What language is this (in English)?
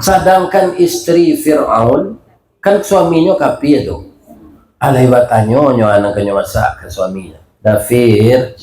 Minangkabau